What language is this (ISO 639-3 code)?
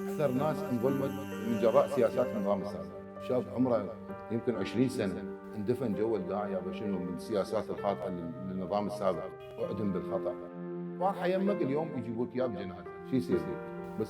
acm